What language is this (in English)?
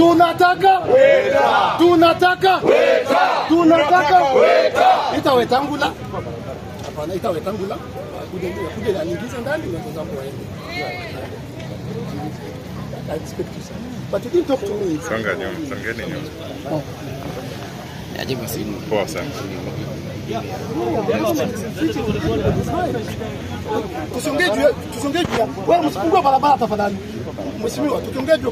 Swahili